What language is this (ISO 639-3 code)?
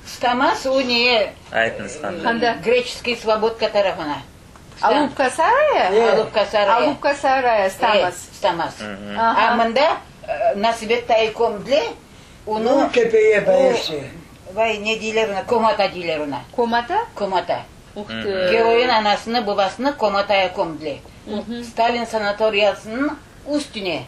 crh